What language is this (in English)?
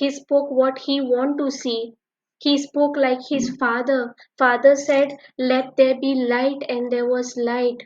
Konkani